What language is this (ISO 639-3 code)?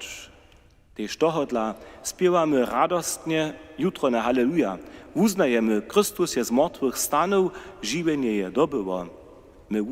hsb